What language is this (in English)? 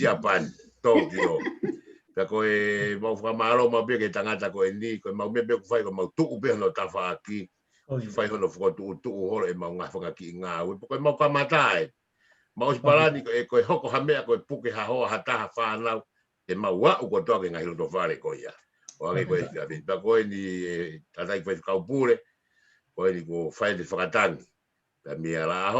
Tongan